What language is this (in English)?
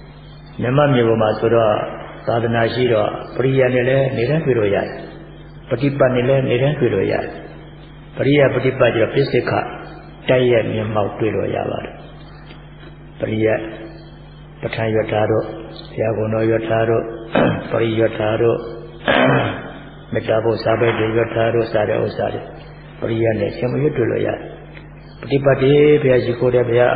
Burmese